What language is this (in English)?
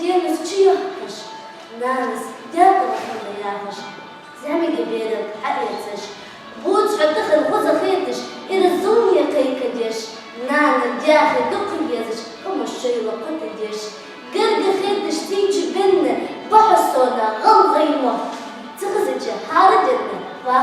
Ingush